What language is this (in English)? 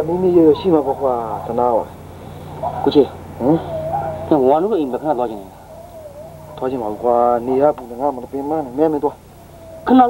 Burmese